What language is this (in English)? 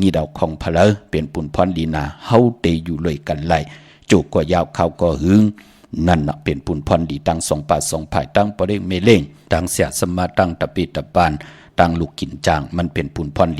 Shan